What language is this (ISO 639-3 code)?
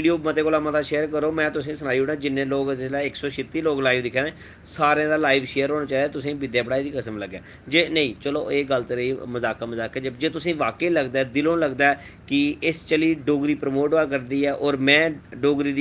doi